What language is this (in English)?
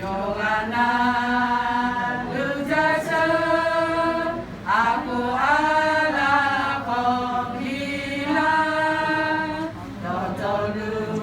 Akha